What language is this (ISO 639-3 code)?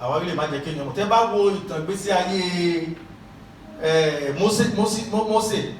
yor